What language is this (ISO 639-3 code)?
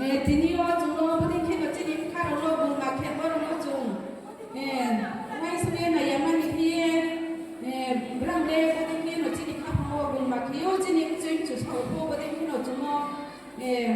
ria